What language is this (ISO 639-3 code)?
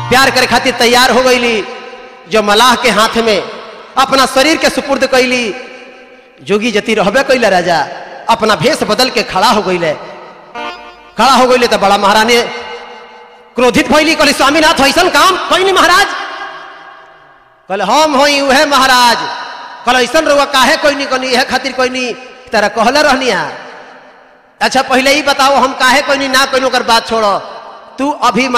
bho